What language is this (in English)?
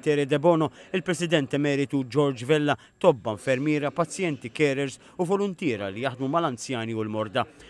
Maltese